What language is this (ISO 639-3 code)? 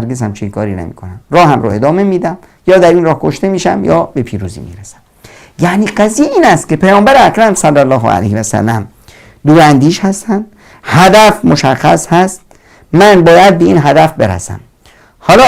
fas